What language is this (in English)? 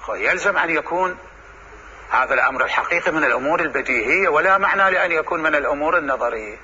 Mesopotamian Arabic